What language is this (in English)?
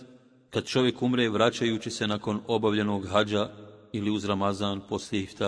Bosnian